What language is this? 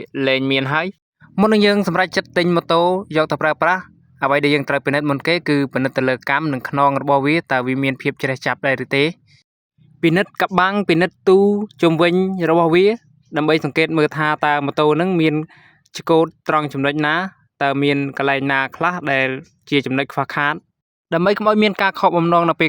Khmer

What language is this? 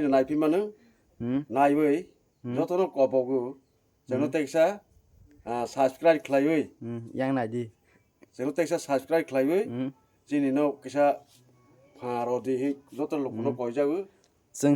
Kok Borok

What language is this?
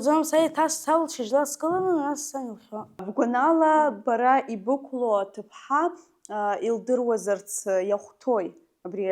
Abkhazian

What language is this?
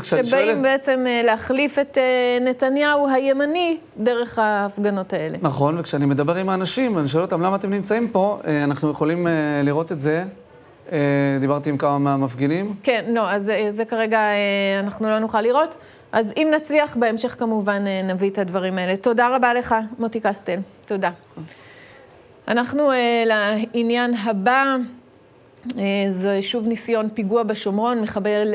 Hebrew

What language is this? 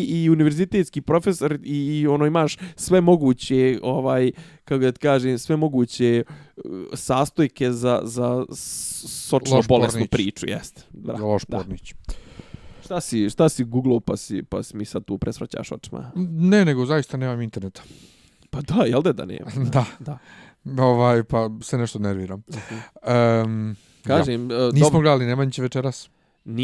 Bosnian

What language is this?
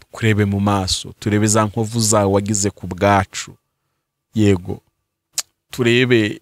Kinyarwanda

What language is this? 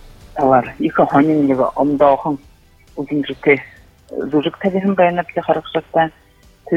Buriat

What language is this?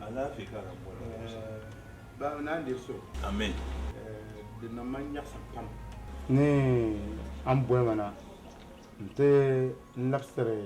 Dagbani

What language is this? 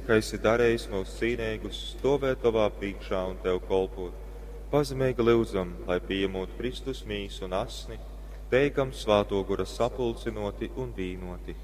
Latgalian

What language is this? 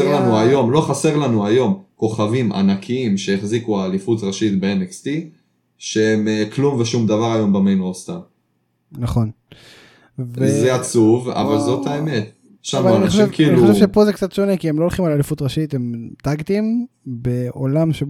Hebrew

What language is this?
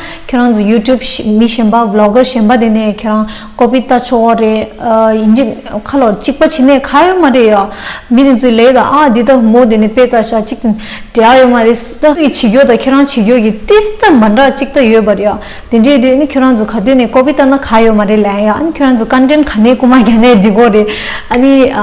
Tibetan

